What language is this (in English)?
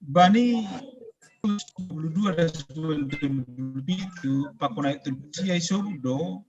Batak Simalungun